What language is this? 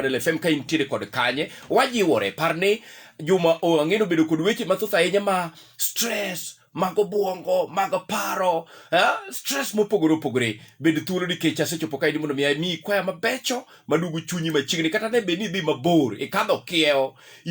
Luo (Kenya and Tanzania)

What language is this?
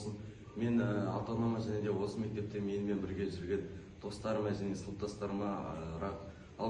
Kazakh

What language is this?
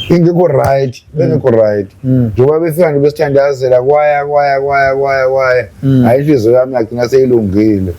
Zulu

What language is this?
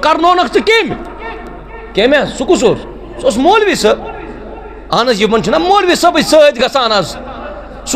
Kashmiri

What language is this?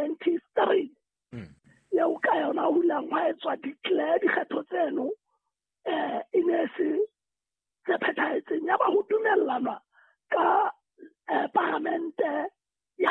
Southern Sotho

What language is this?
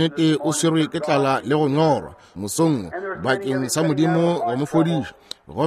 Northern Sotho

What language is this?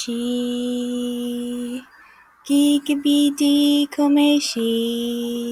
Ojibwa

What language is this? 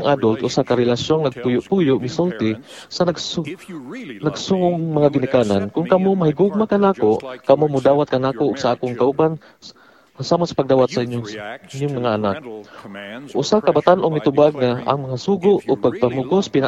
Cebuano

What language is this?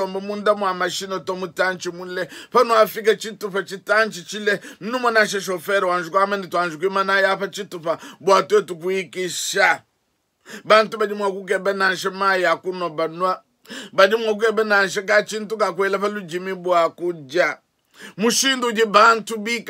Luba-Lulua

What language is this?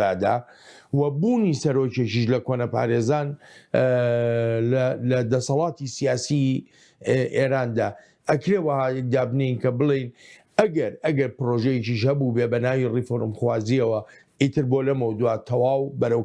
Central Kurdish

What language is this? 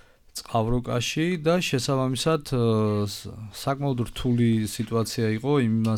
Georgian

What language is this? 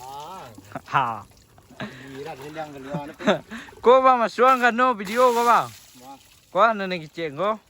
Minangkabau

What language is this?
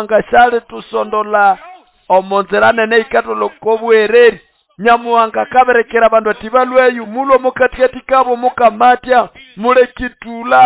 Nande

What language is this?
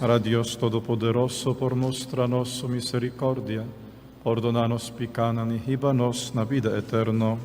Papiamento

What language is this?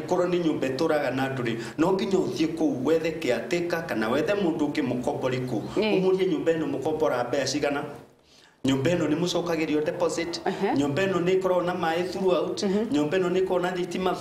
Kikuyu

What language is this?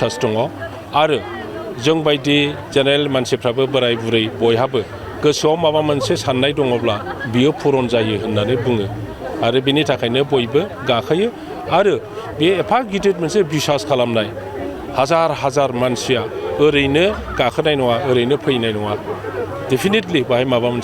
Bodo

